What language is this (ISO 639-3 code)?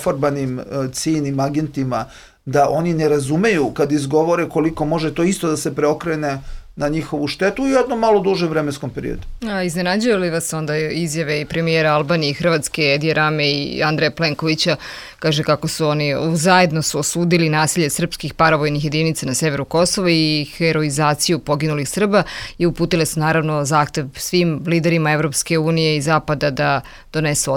srp